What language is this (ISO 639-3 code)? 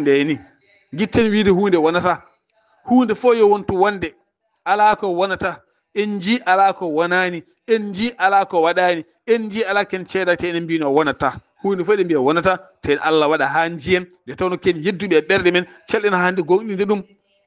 ful